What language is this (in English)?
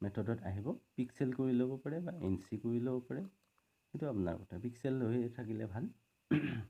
Assamese